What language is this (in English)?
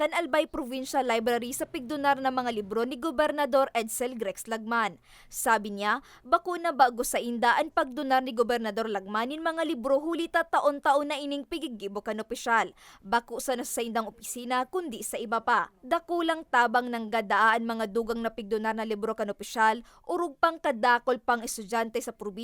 Bikol